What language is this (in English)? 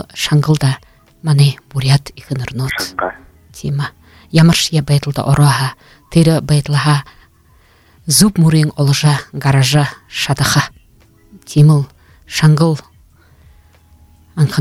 Buriat